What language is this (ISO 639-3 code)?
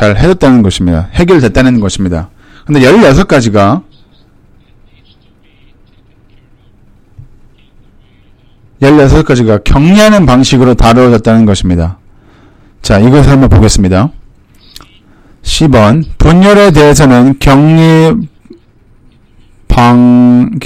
kor